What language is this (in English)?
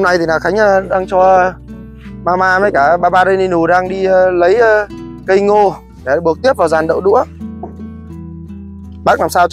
Vietnamese